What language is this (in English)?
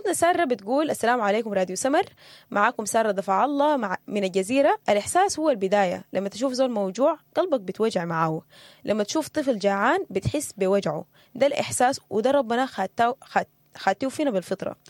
Sudanese Arabic